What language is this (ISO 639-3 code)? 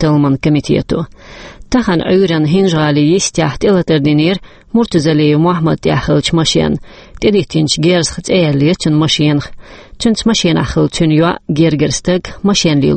che